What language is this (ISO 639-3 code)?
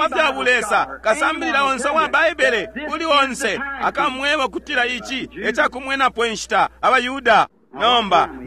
bem